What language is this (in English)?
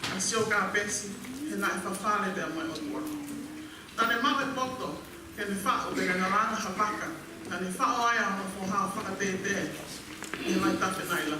Tongan